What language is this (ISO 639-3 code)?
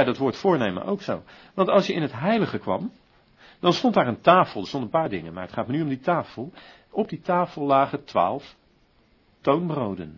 nld